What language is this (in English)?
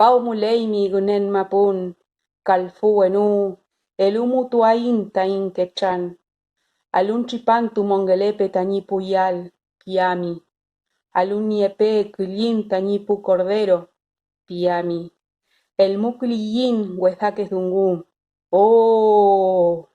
Mapuche